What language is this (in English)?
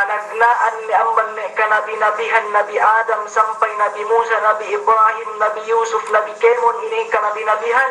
Yakan